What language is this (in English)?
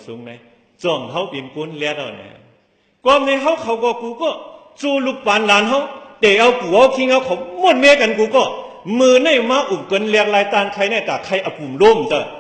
Shan